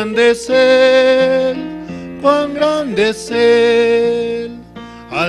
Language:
South Bolivian Quechua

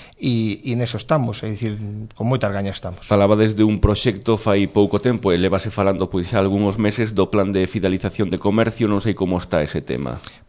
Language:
Galician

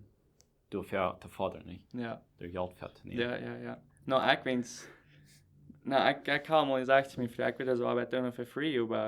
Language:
Plautdietsch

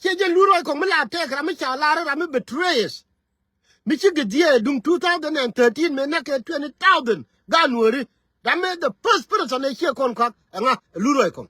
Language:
Nuer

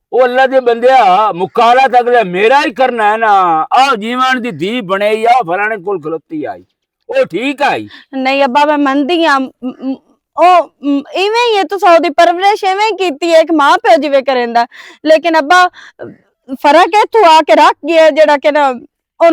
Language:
Western Panjabi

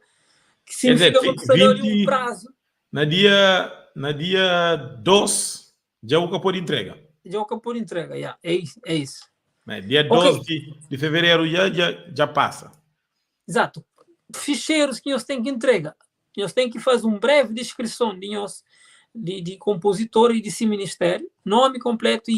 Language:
Kabuverdianu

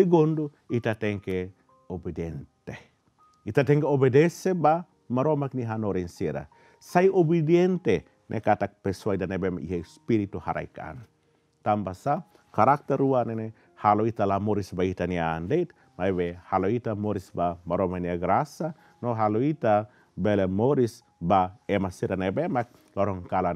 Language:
Tetum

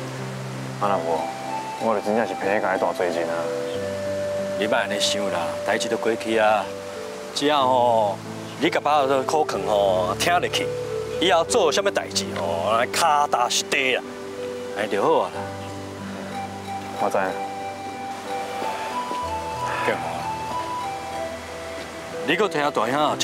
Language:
Min Nan Chinese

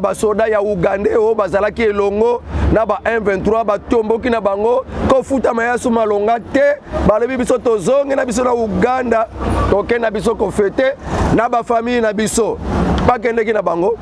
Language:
Lingala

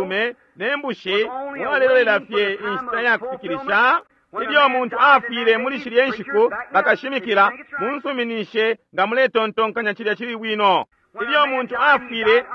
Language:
Bemba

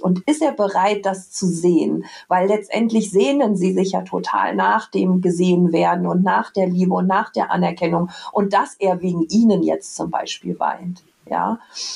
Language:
German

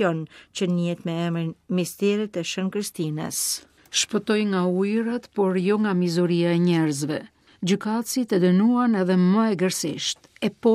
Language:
Albanian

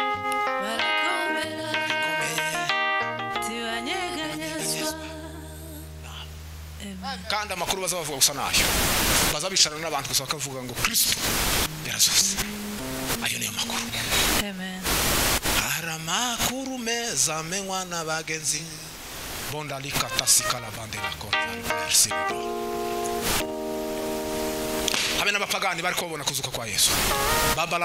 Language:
Kinyarwanda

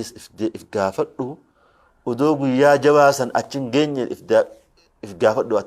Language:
Oromo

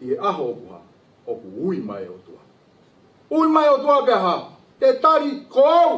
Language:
Tongan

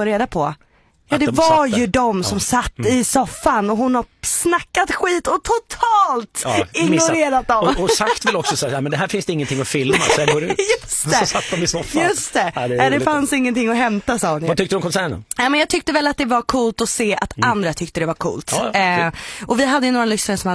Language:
Swedish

